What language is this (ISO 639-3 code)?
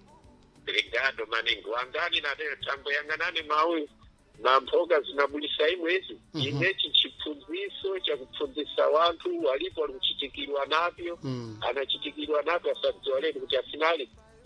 seh